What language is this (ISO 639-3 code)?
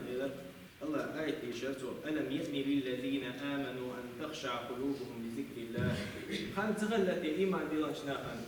che